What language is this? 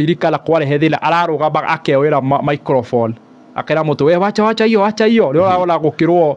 Kikuyu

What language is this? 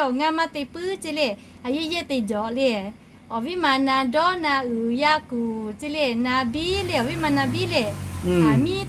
Lahu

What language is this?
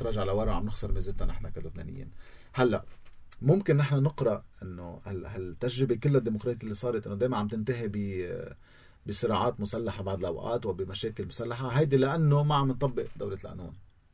North Levantine Arabic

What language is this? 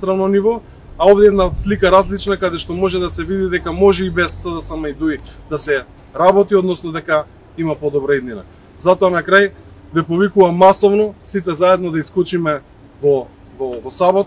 Macedonian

